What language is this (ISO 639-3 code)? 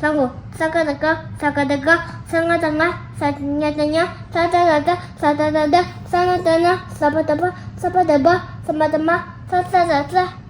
bod